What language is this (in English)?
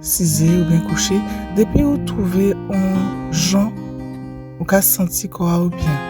Guadeloupean Creole French